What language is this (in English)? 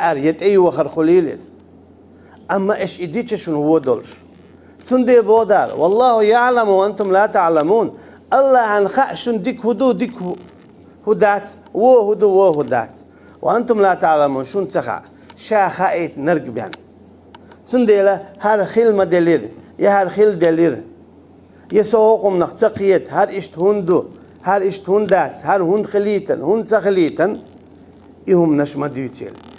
Chechen